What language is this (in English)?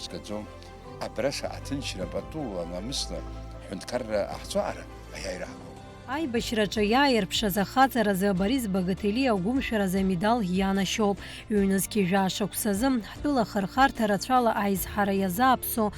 Abkhazian